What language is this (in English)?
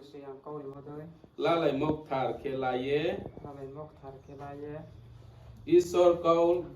Riang (India)